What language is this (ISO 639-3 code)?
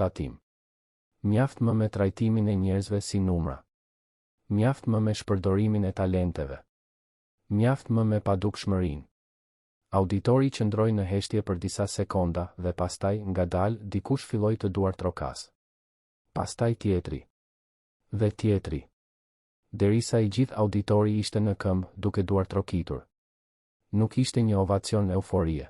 sqi